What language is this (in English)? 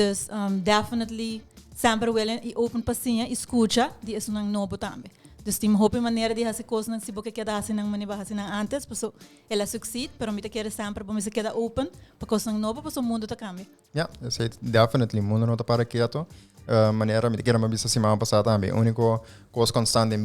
Papiamento